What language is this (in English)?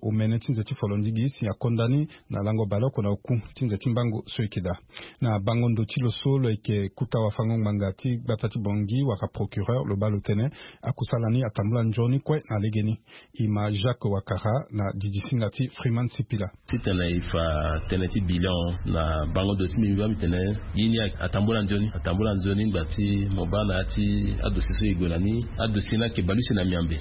Sango